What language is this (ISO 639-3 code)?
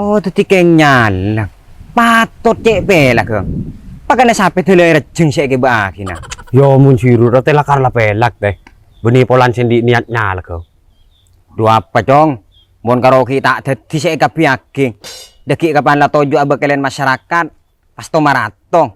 mad